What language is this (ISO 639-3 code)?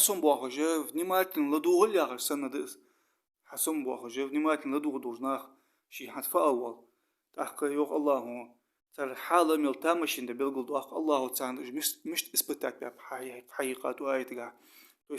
inh